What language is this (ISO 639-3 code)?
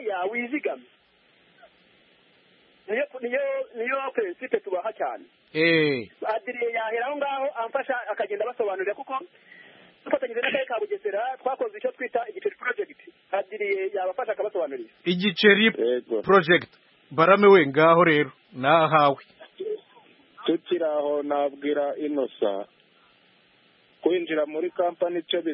kin